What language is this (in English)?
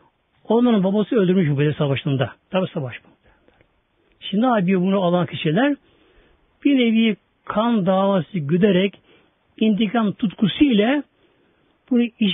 Turkish